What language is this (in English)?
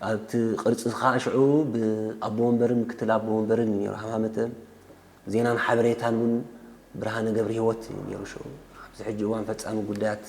Tigrinya